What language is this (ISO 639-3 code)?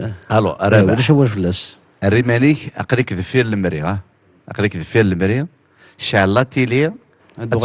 kab